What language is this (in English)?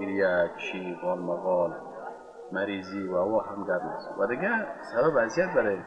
Persian